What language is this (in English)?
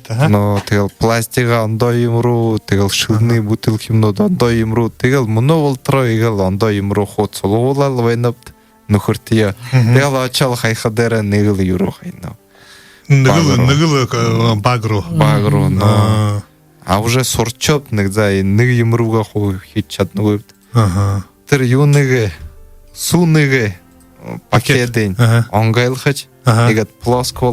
Buriat